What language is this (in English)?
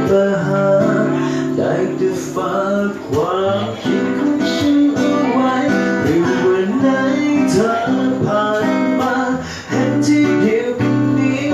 Thai